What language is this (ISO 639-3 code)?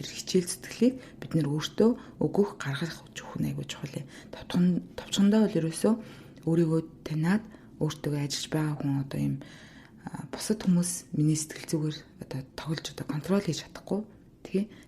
mon